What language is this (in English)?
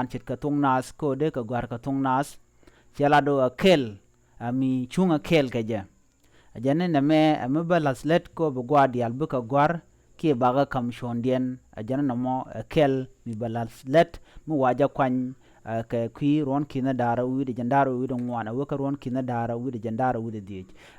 Nuer